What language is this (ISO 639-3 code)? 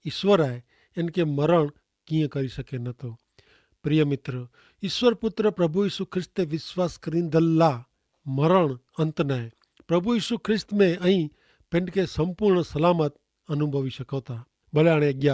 kfr